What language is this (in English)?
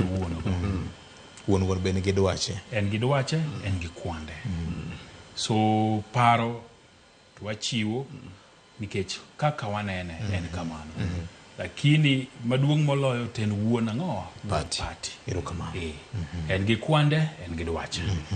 Luo (Kenya and Tanzania)